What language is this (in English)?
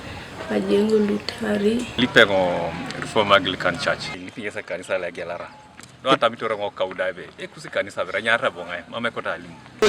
Teso